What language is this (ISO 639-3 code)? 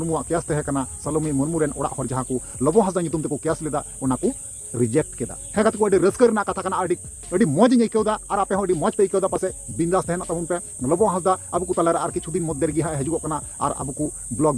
sat